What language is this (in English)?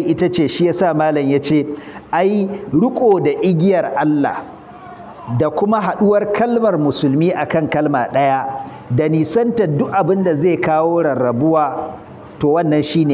Hausa